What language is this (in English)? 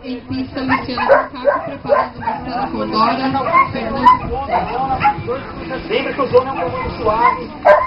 Portuguese